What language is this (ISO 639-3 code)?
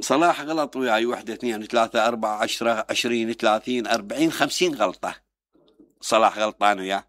acm